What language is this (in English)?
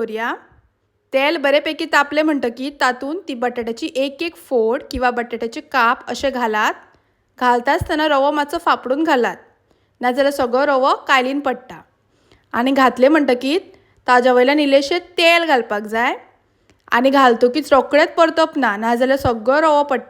Konkani